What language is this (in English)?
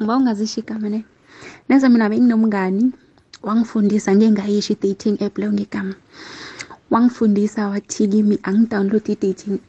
South Ndebele